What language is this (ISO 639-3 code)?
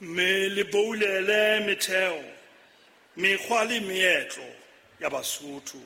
sot